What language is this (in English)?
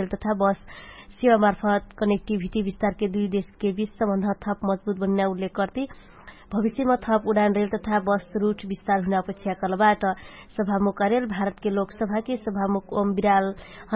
Dangaura Tharu